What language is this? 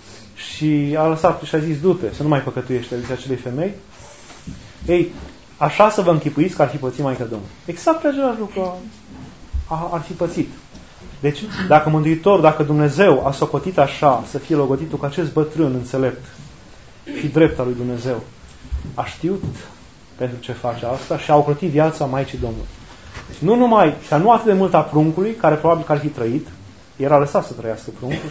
Romanian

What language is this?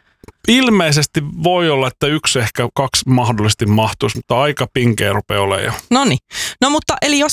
Finnish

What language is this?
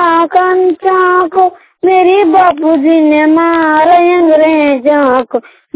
Hindi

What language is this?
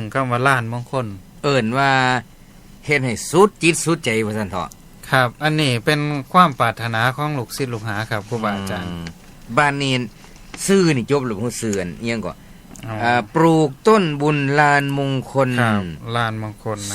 Northeastern Thai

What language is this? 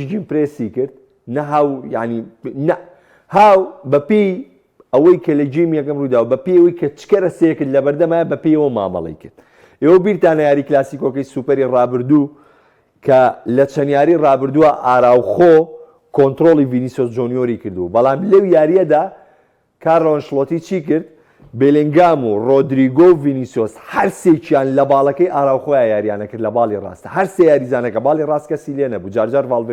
Central Kurdish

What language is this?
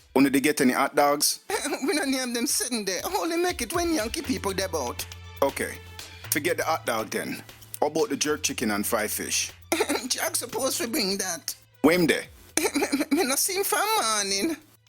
Jamaican Creole English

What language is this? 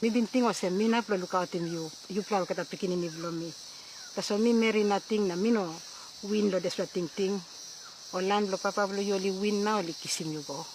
Tok Pisin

